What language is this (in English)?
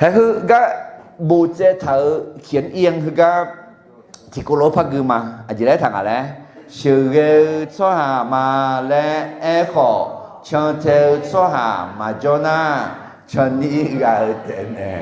Akha